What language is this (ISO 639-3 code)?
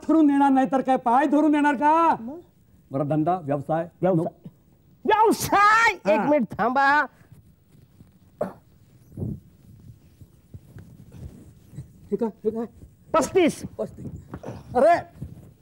mar